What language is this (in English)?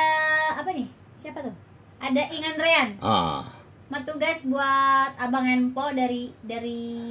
Betawi